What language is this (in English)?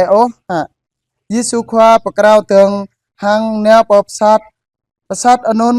Jarai